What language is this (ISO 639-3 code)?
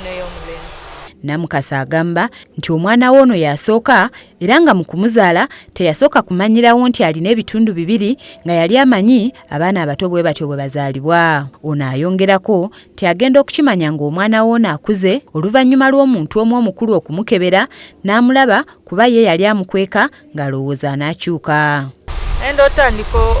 lug